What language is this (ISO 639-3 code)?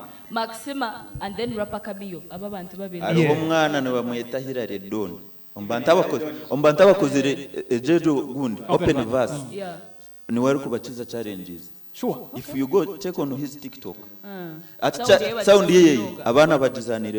nyn